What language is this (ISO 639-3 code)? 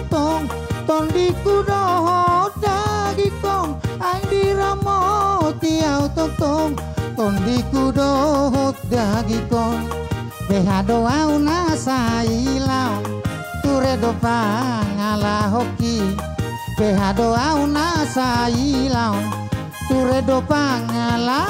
bbc